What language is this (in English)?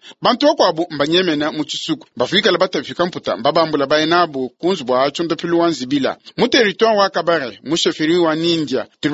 Luba-Lulua